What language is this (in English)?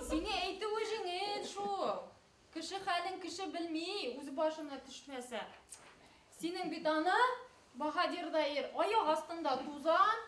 Bashkir